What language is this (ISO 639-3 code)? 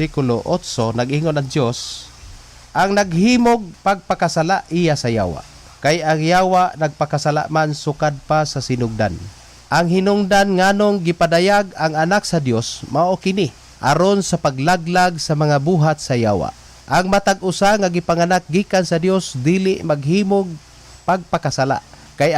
ceb